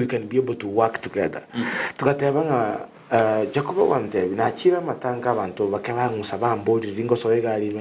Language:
Gusii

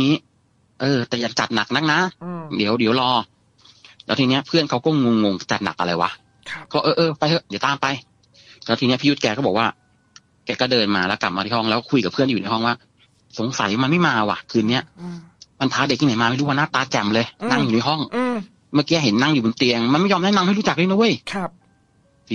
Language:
Thai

